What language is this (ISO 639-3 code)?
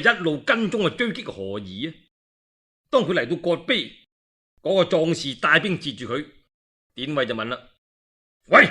yue